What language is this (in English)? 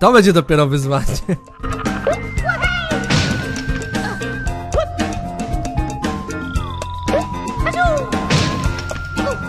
Polish